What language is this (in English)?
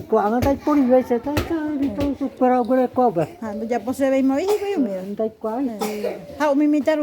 Guarani